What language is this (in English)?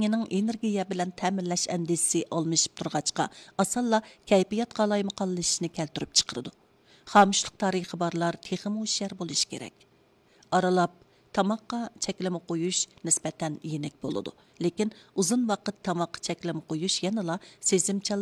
Uyghur